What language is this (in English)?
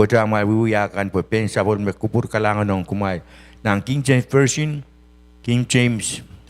Pohnpeian